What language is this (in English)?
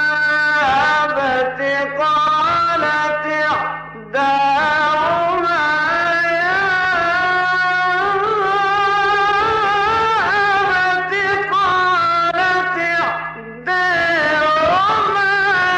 Arabic